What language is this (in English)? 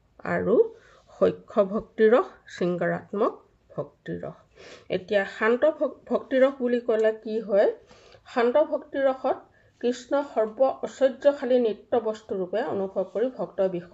Assamese